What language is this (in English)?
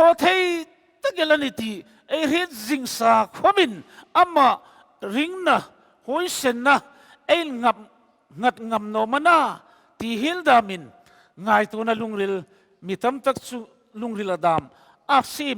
Hmar